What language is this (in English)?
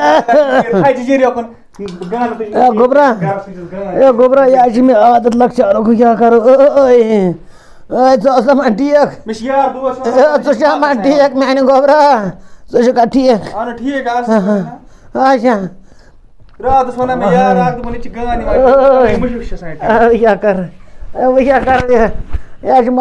Kashmiri